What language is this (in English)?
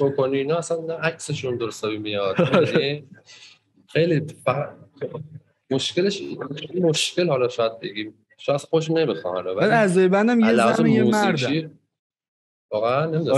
Persian